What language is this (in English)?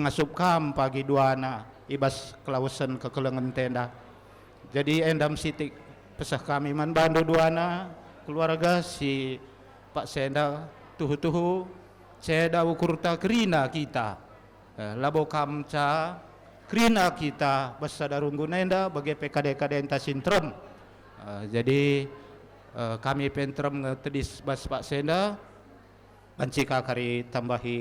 Batak Karo